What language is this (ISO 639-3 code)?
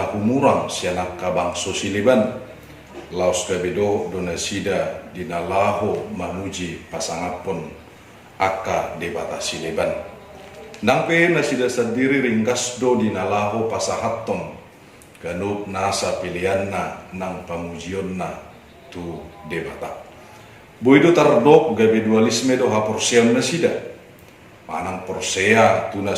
bbc